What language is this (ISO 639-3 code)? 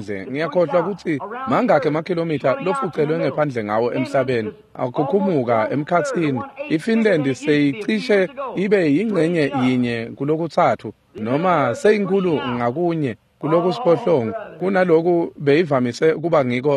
ssw